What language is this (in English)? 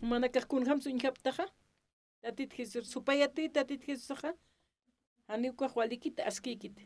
Aymara